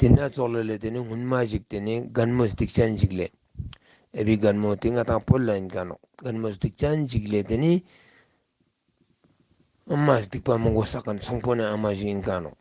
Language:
Ladakhi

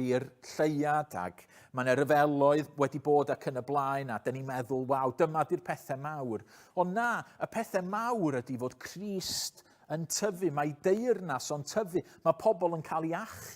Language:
Welsh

